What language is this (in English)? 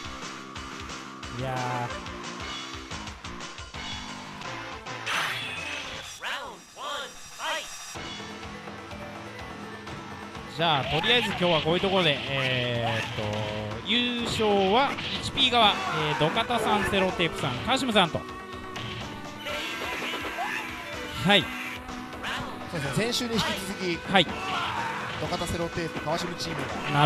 Japanese